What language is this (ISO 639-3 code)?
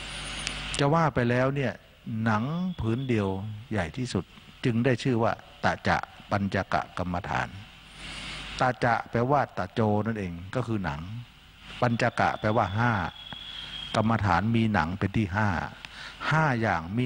tha